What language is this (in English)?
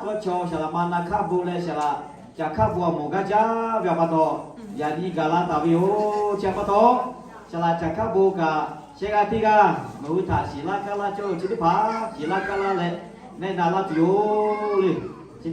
Lahu